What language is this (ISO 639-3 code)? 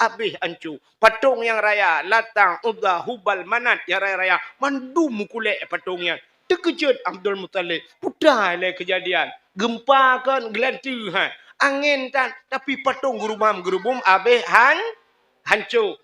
ace